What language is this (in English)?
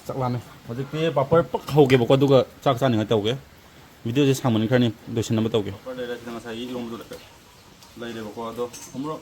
Manipuri